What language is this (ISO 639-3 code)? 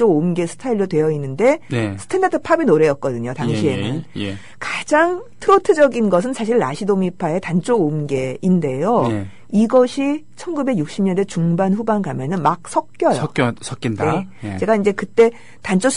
kor